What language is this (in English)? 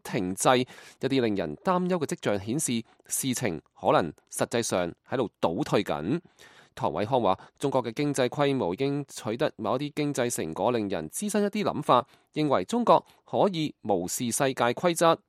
Cantonese